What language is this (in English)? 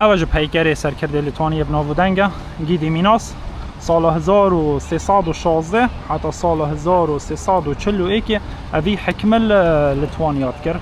Kurdish